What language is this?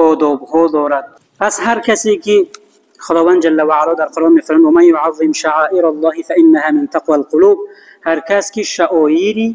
Tajik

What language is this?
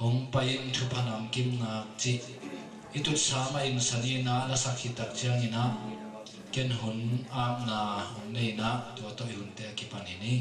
Tedim Chin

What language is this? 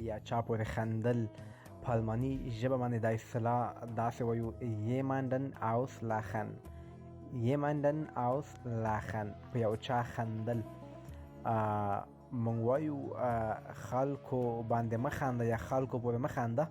Pashto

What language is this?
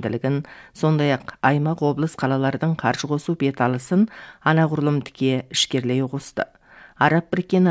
Kazakh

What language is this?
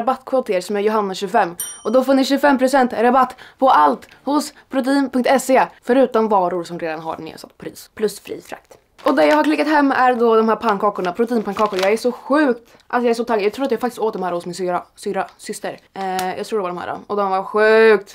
Swedish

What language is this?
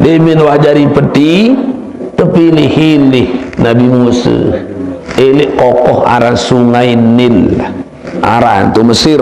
Sasak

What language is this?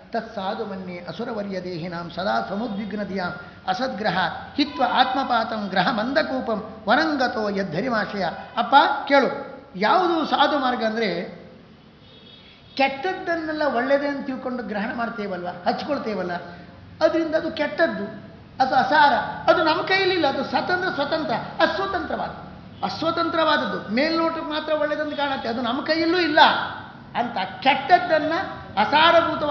Kannada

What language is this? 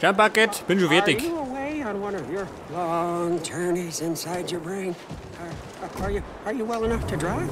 Bavarian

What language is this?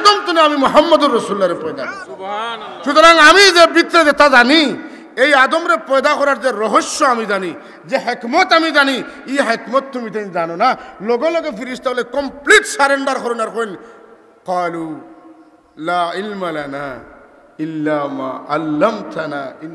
Sylheti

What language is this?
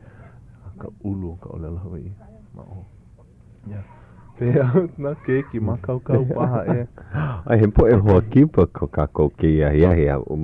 Hawaiian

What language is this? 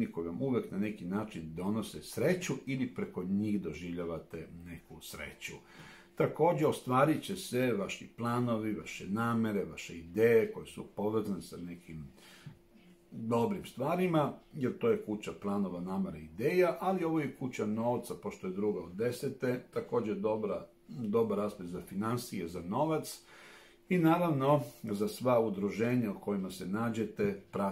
Serbian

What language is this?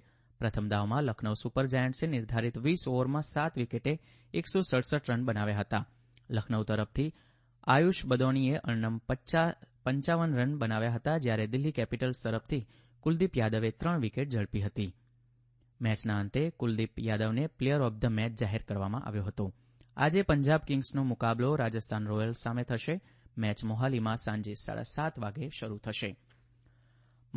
Gujarati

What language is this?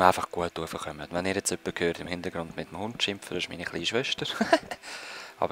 Swiss German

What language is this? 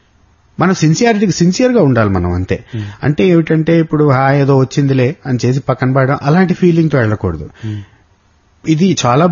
Telugu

